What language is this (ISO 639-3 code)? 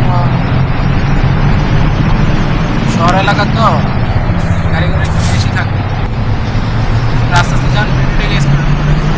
ben